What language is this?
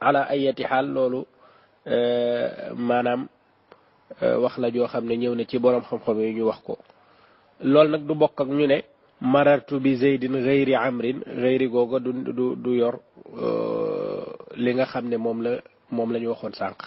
Wolof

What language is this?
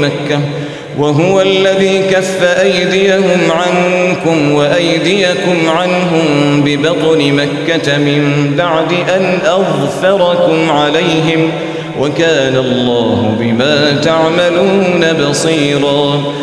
Arabic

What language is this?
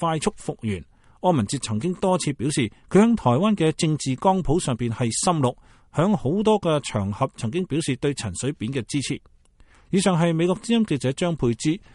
Cantonese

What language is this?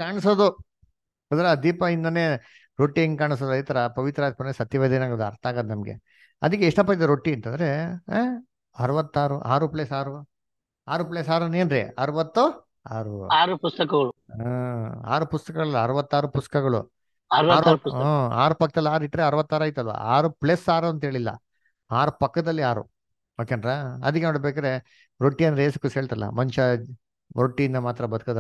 Kannada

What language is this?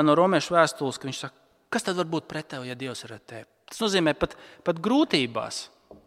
Latvian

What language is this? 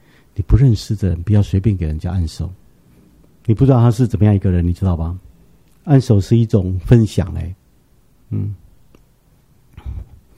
Chinese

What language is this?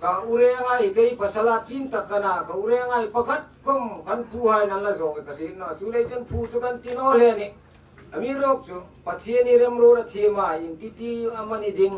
Hmar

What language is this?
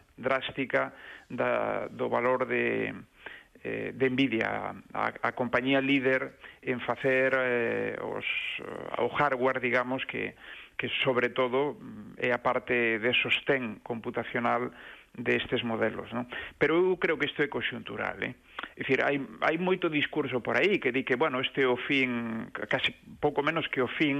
Galician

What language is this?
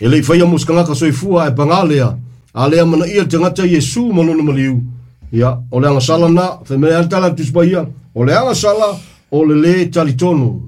Samoan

